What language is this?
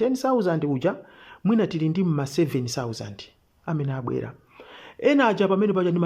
Nyanja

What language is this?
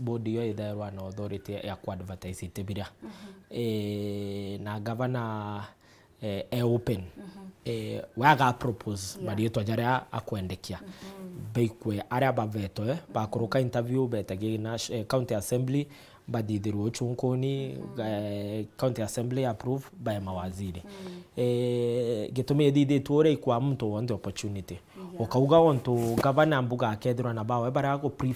Meru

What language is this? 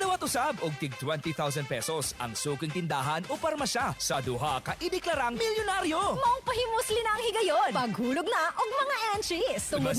Cebuano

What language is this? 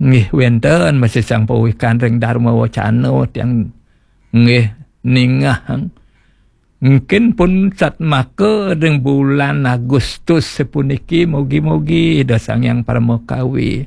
Balinese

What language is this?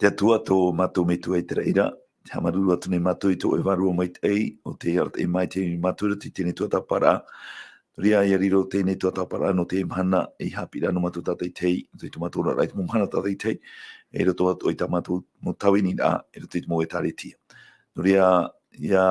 Tahitian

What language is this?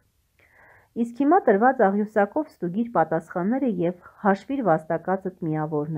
Armenian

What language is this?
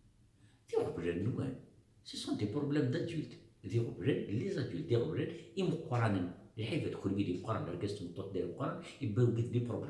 Kabyle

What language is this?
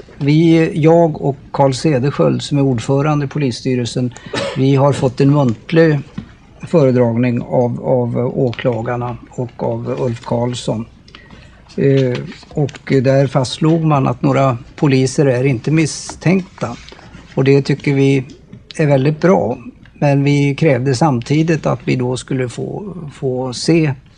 Swedish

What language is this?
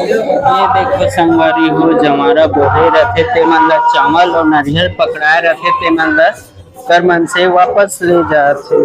Chhattisgarhi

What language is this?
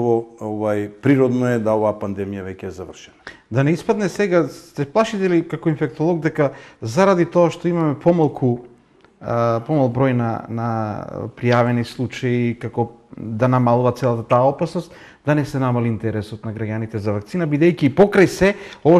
Macedonian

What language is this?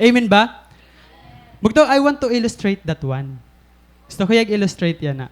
Waray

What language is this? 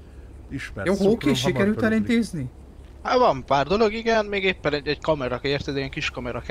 Hungarian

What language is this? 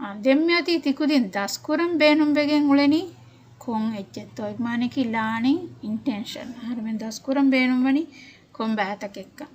Divehi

